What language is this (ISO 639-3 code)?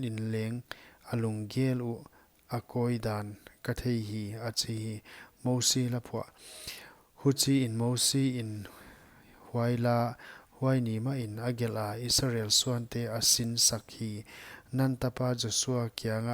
pck